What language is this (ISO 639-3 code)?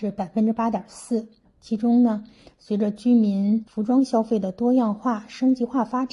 zho